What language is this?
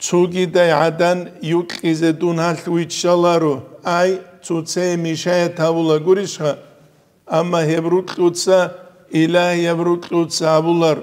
Avaric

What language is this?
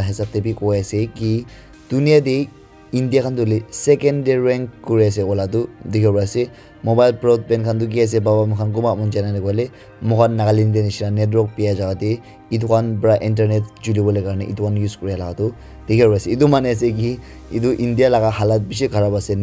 Naga Pidgin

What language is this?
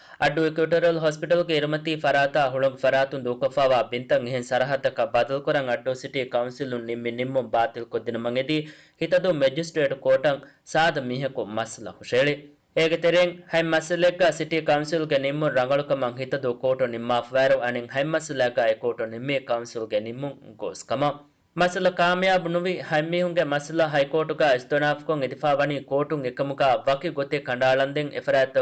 Divehi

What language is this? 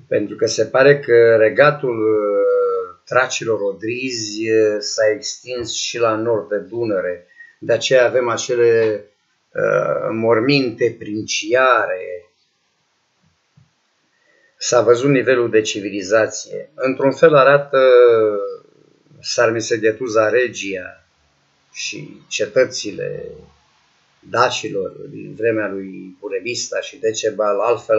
Romanian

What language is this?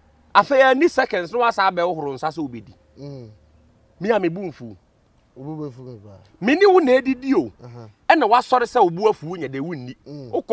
Akan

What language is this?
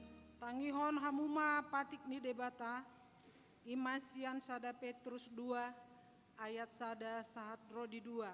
Batak Toba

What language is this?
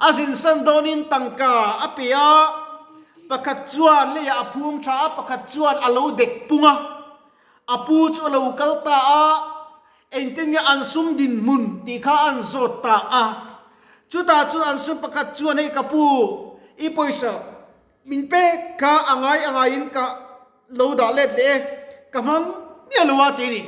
Mizo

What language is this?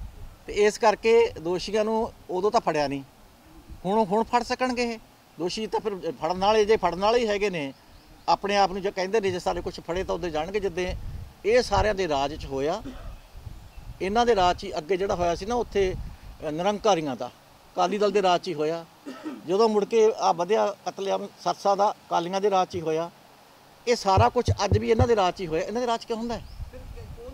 Punjabi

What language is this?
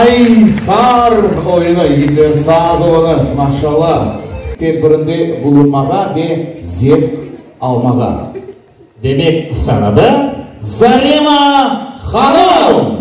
Crimean Tatar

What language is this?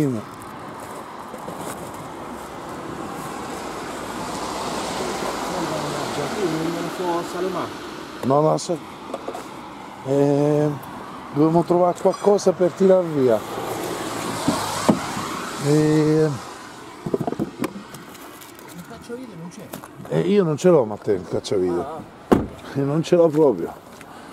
Italian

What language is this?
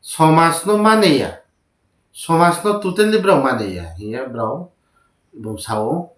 Riang (India)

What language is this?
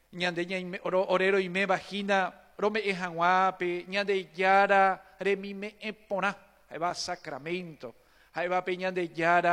Guarani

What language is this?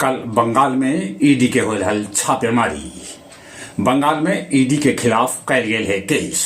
Magahi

